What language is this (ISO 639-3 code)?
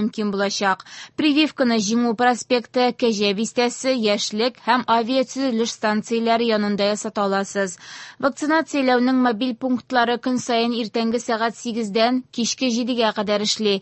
tat